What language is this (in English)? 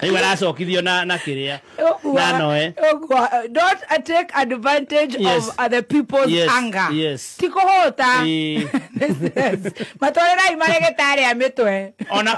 Kikuyu